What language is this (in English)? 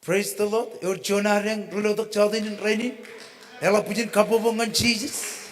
Marshallese